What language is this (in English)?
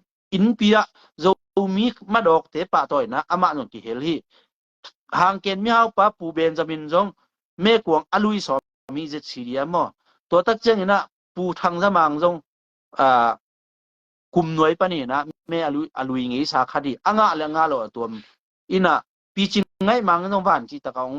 Tedim Chin